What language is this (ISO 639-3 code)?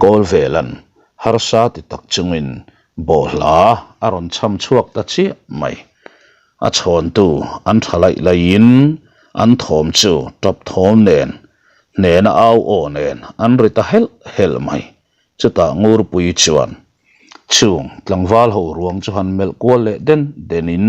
lus